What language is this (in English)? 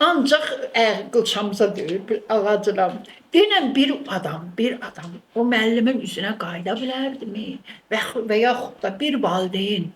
Azerbaijani